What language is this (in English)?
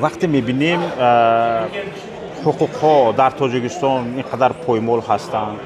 Tajik